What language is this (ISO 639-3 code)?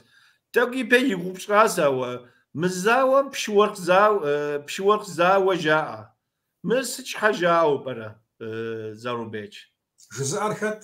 kbd